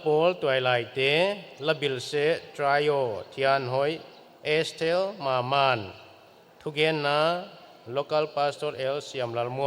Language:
Paite Chin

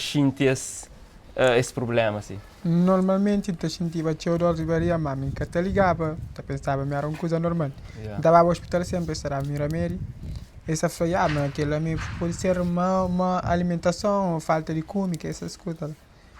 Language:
Kabuverdianu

